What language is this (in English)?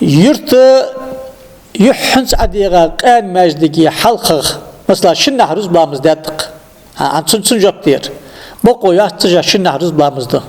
Ingush